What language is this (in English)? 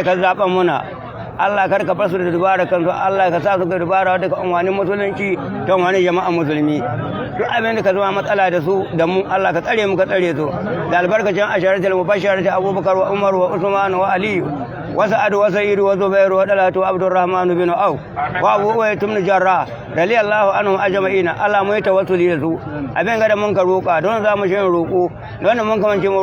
Hausa